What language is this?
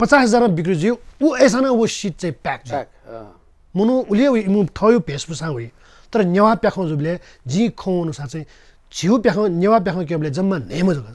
Newari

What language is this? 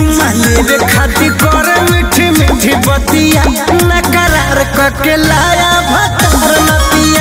Bhojpuri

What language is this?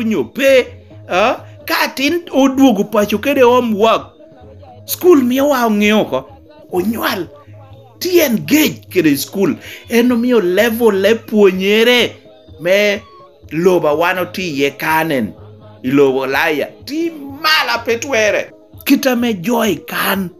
Lango (Uganda)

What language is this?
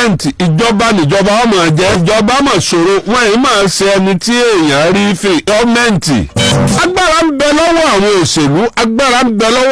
Yoruba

